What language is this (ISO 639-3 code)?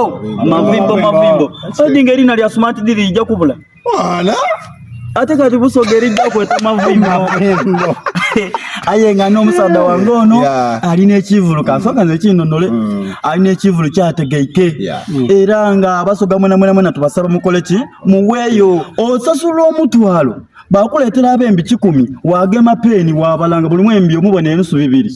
xog